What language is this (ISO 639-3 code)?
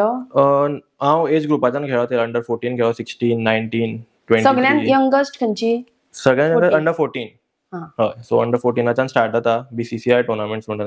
kok